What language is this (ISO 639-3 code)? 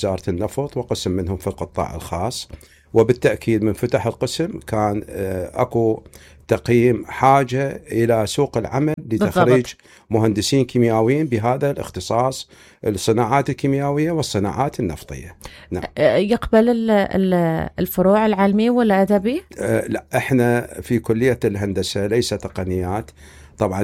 acm